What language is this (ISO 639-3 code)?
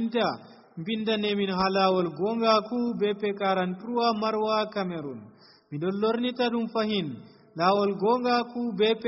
fuv